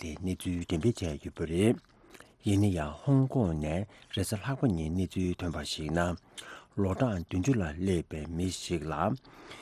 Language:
Tibetan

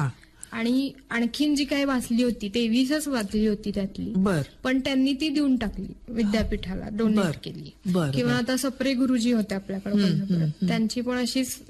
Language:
Marathi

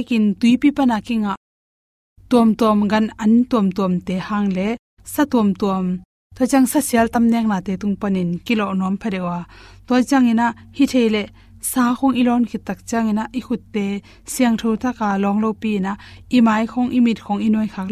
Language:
Tedim Chin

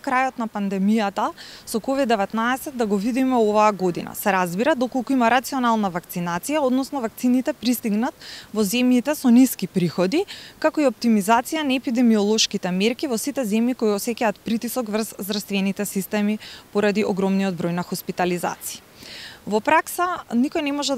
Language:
Macedonian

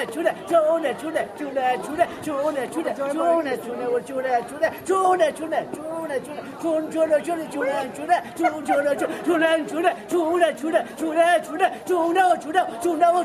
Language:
Persian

